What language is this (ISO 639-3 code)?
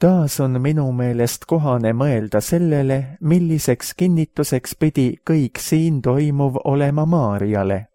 est